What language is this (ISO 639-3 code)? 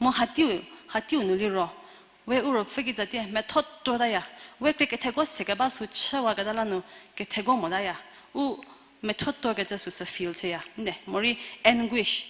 njm